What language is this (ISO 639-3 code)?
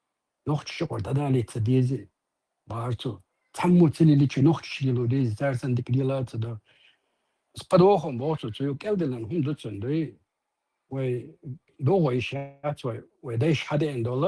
che